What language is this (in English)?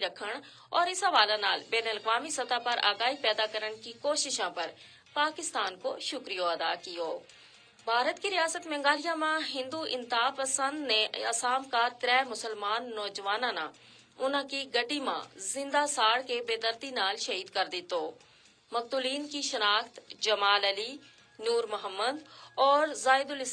Gujari